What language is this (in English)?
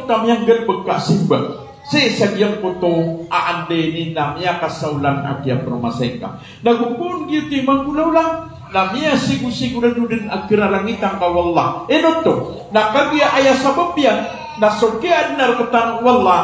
Maranao